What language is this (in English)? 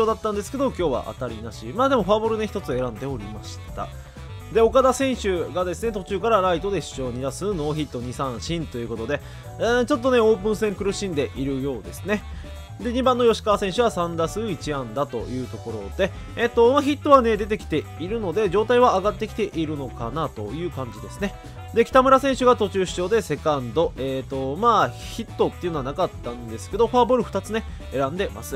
Japanese